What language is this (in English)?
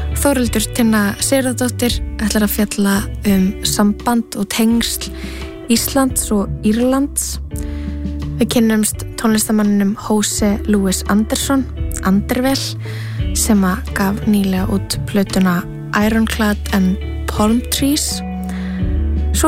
Icelandic